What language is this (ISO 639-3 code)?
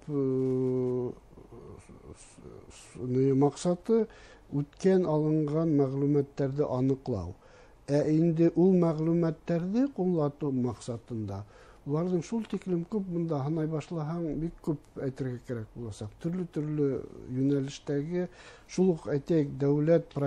bak